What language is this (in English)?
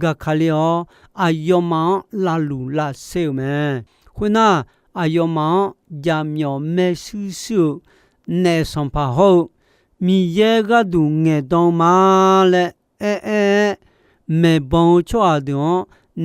Akha